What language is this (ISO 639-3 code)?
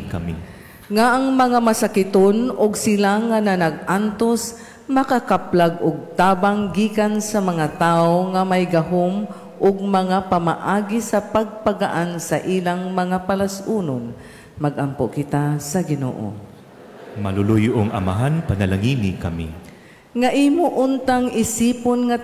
ceb